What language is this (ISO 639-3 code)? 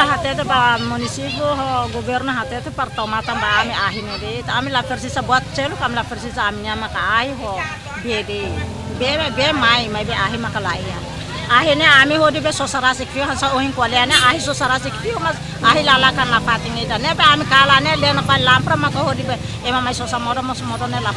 tet